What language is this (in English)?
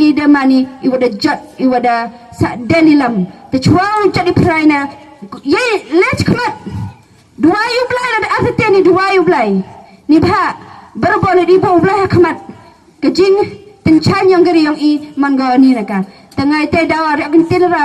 Khasi